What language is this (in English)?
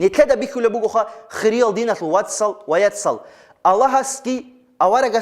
Avaric